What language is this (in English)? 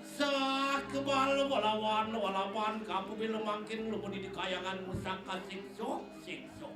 Balinese